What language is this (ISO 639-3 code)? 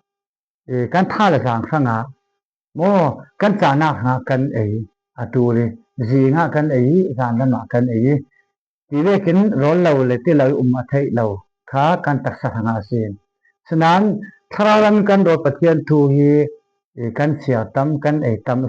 cfm